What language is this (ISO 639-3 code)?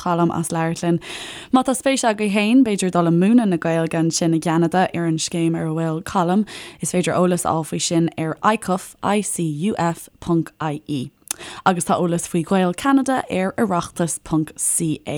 gle